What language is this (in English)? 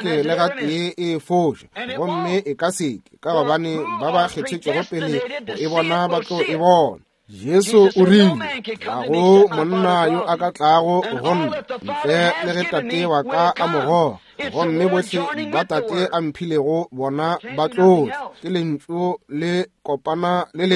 Northern Sotho